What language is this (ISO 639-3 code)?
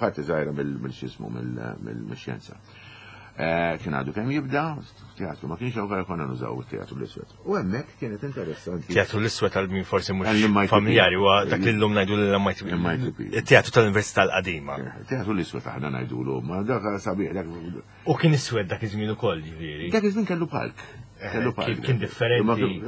mlt